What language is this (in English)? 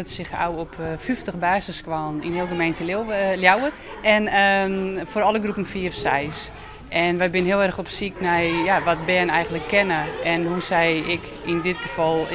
Western Frisian